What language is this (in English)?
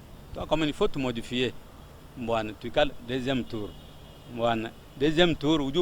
Luba-Lulua